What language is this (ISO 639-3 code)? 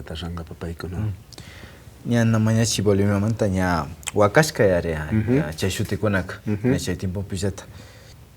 qvi